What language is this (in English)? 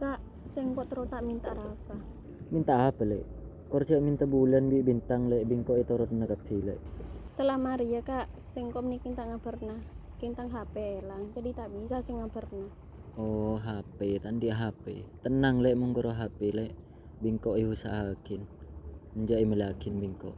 Madurese